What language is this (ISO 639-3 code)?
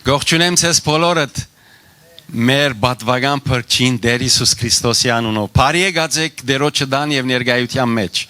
hyw